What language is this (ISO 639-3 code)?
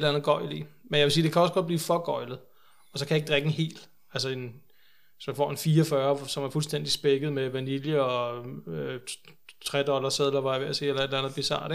dan